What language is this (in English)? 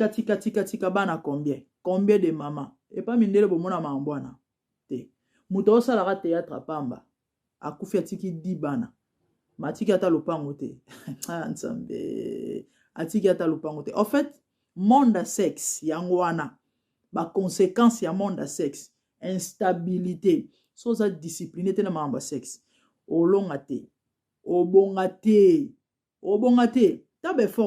Lingala